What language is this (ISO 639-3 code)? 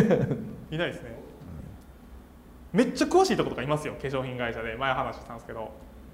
jpn